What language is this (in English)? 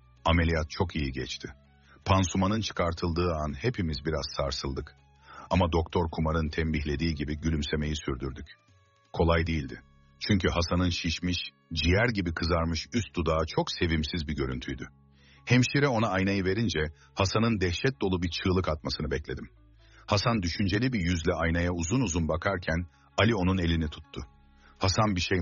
Turkish